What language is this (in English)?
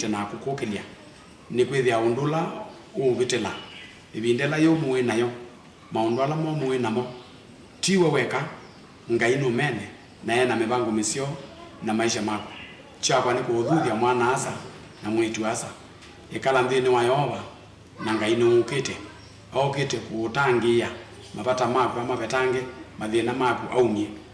Kamba